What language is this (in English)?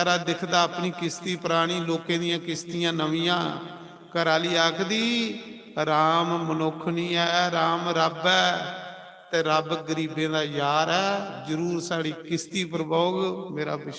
Dogri